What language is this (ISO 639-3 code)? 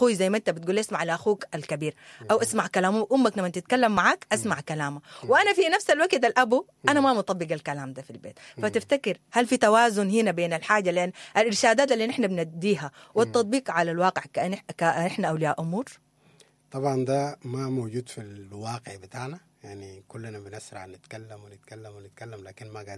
apd